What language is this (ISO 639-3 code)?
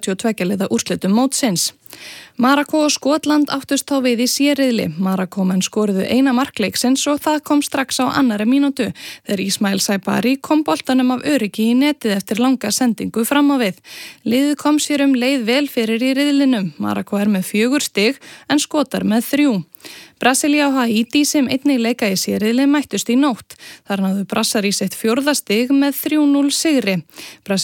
isl